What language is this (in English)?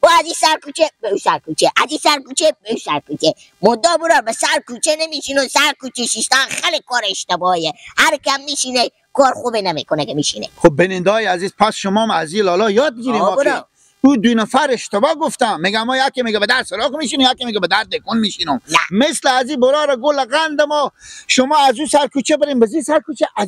Persian